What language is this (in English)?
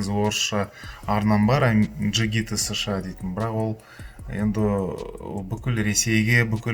Kazakh